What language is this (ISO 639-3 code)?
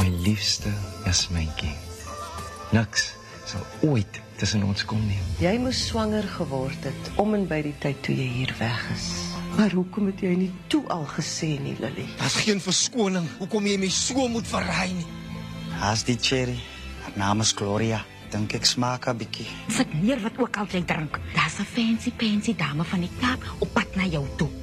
afr